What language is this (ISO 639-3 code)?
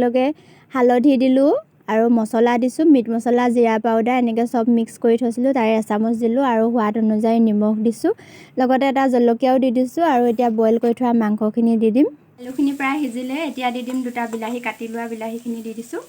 asm